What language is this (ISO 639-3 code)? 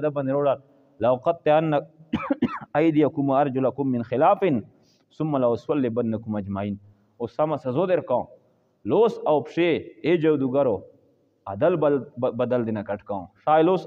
pus